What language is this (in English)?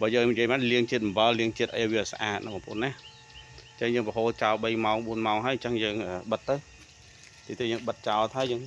Khmer